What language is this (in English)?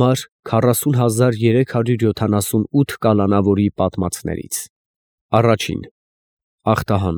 Armenian